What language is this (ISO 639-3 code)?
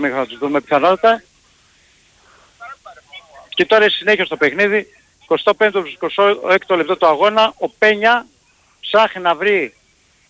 ell